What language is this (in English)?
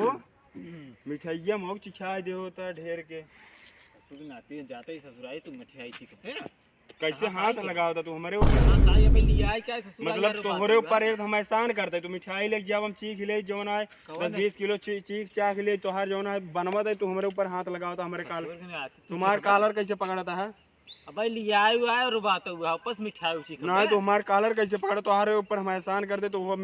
Awadhi